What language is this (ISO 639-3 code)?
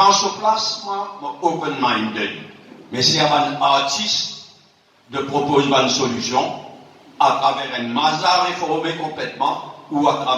mfe